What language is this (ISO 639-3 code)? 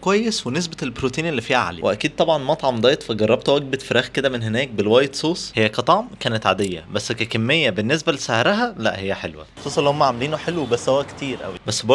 arz